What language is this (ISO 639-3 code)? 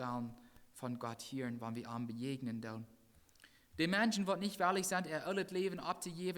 pdt